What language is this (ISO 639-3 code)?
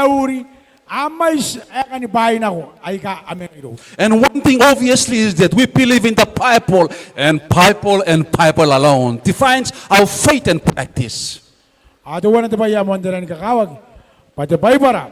gil